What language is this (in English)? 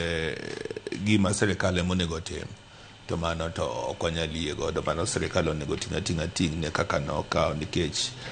Luo (Kenya and Tanzania)